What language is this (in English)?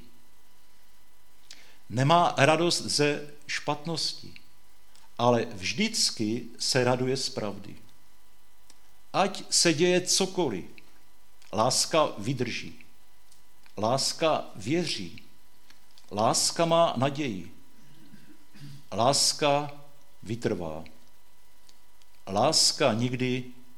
Czech